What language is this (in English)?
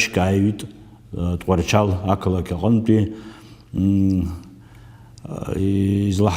Abkhazian